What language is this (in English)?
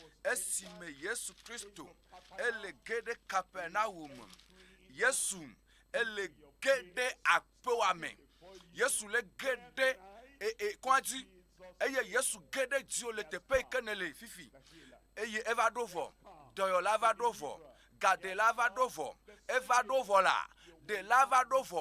Ewe